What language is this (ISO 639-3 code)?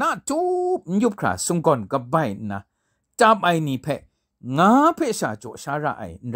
kac